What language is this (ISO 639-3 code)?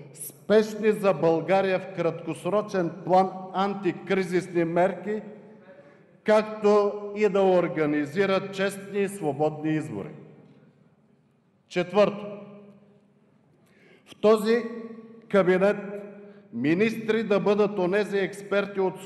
bul